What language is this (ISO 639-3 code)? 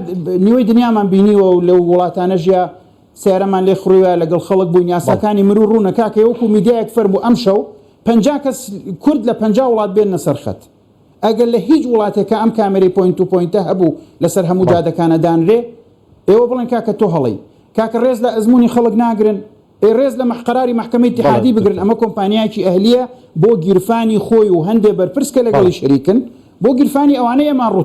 ckb